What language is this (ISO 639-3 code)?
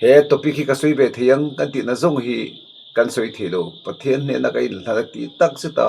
lus